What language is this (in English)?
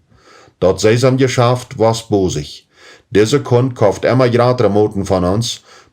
Plautdietsch